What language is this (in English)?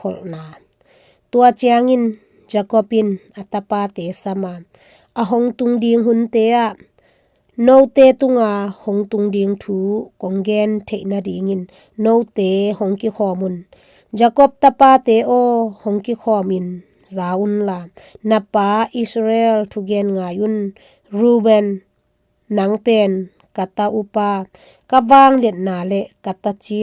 Tedim Chin